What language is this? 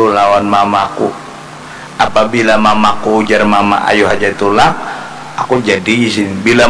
Banjar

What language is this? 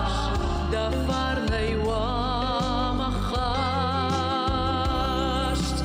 Ossetic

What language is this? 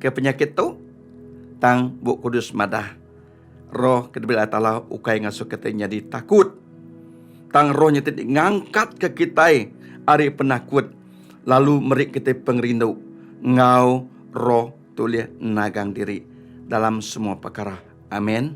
Iban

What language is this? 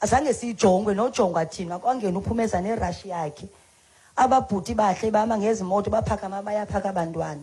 Xhosa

